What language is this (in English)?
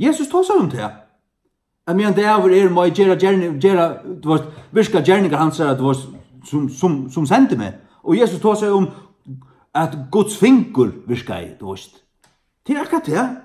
Faroese